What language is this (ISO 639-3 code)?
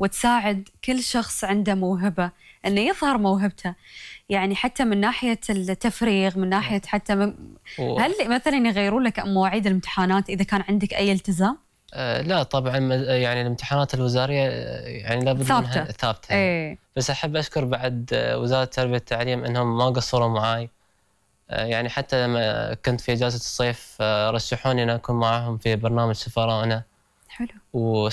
afb